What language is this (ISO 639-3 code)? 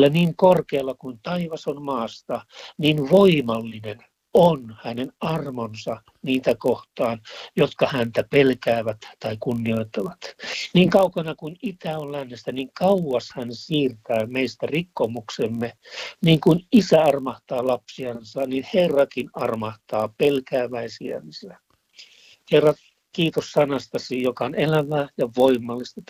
fin